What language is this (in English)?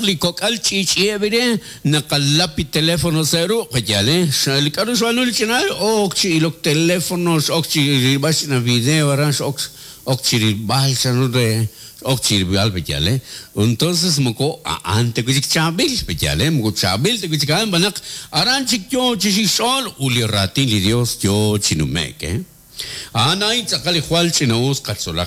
Kekchí